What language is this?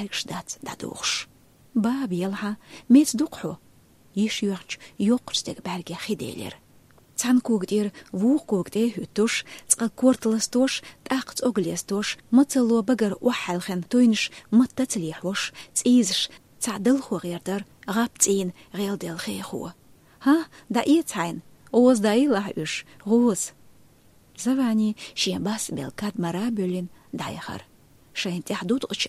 Chechen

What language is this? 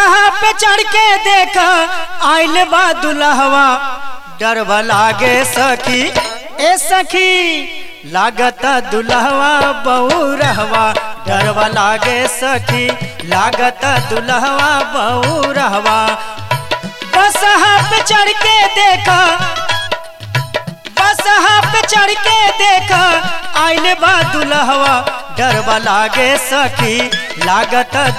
Bhojpuri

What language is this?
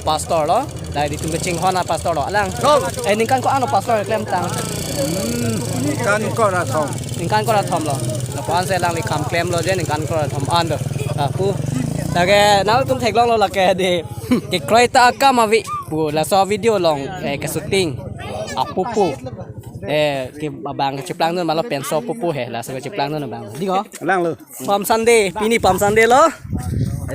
Karbi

